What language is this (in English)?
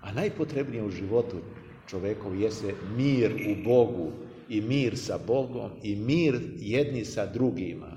Serbian